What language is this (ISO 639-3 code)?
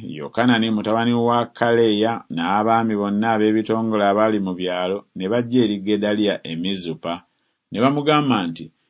lug